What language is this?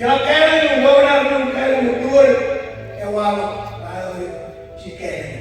Marshallese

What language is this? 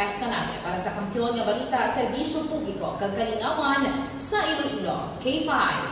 Hiligaynon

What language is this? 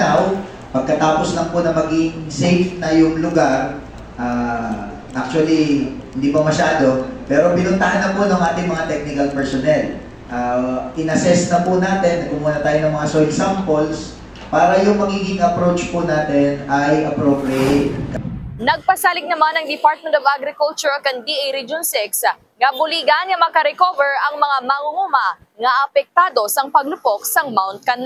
Hiligaynon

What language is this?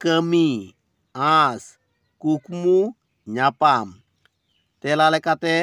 Santali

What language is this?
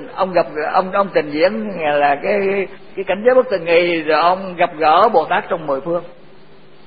Vietnamese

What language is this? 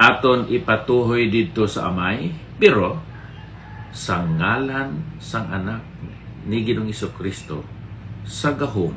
Hiligaynon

